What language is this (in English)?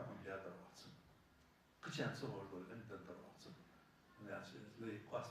Ingush